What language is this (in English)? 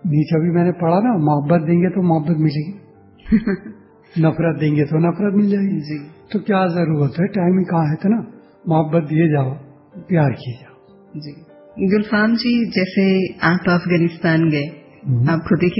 Hindi